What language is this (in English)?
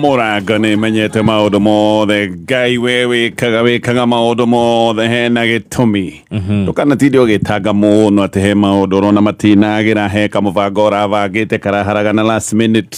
Kikuyu